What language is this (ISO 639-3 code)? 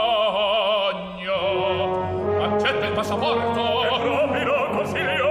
slk